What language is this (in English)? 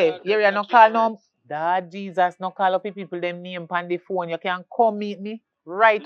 Jamaican Creole English